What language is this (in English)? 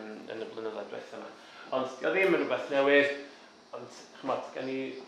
Welsh